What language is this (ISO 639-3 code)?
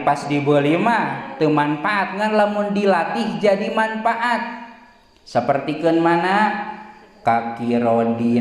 sun